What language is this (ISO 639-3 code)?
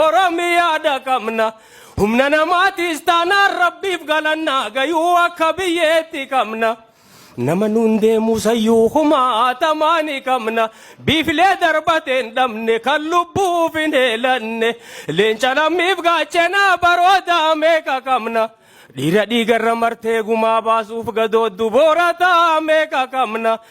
orm